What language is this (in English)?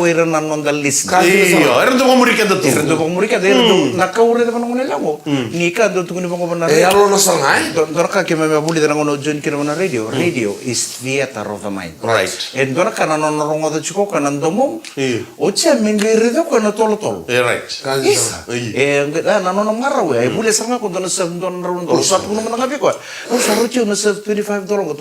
Fijian